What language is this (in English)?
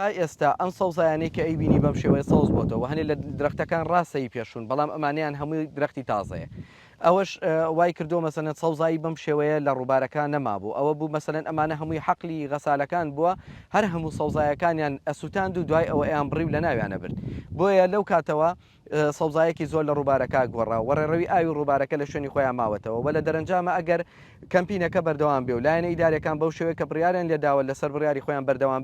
Central Kurdish